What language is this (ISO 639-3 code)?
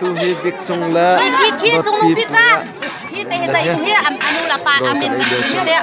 cnh